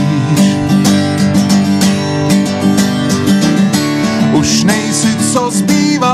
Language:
Czech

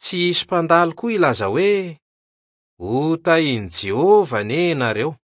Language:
Malagasy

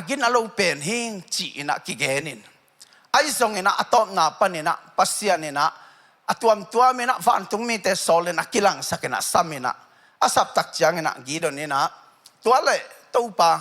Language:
Tedim Chin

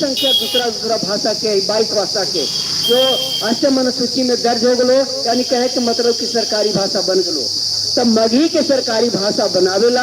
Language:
Magahi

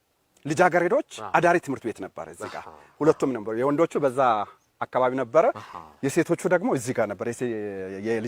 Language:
Amharic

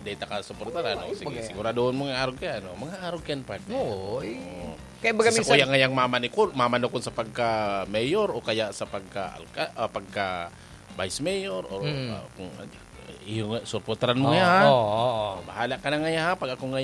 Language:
Bikol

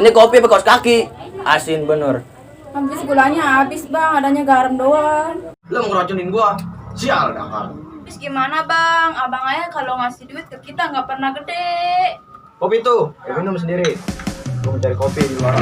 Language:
Betawi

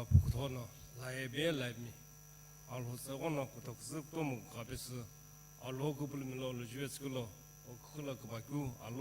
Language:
Sumi Naga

